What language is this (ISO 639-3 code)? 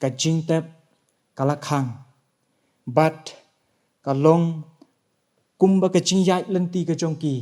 kha